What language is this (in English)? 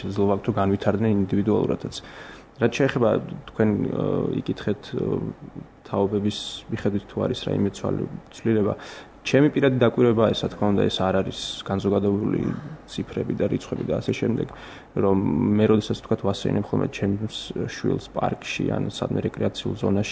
Georgian